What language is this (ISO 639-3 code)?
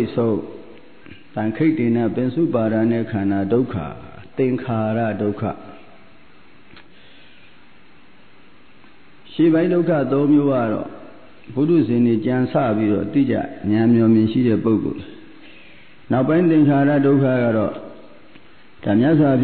mya